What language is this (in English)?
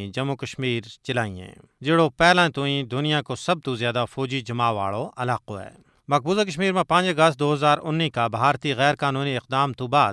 Gujari